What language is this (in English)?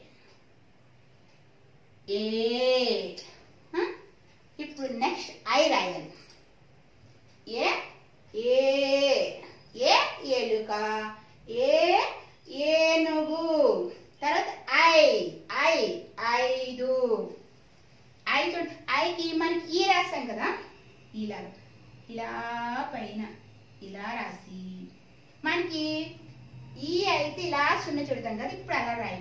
Telugu